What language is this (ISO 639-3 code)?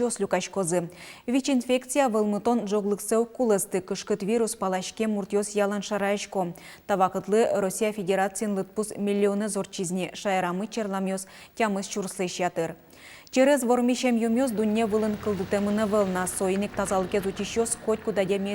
udm